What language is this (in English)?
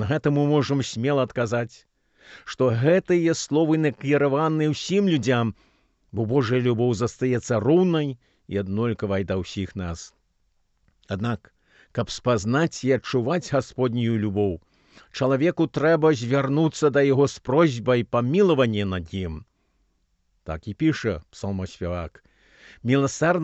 Belarusian